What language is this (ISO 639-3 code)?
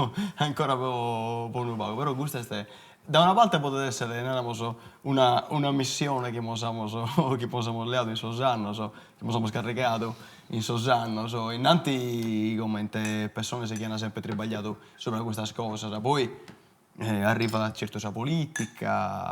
srd